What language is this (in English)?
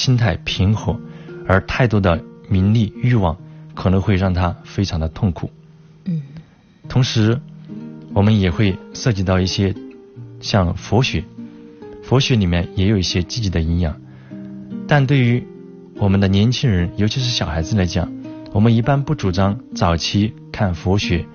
Chinese